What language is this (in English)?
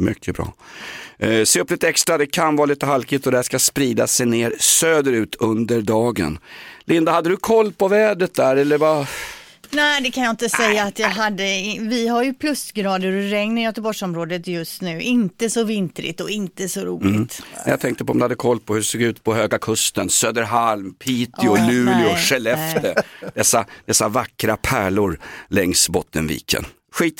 Swedish